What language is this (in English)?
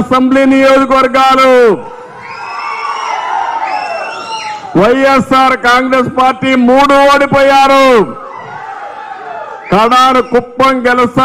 Telugu